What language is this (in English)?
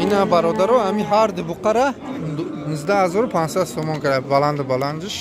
Tajik